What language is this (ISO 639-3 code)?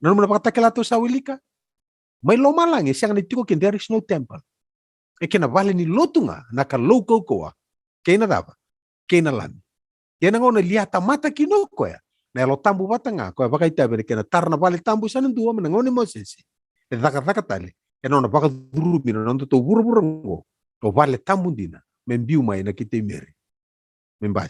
fij